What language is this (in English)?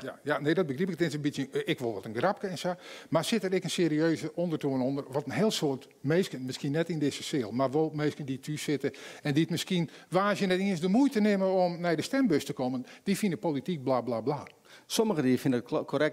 Western Frisian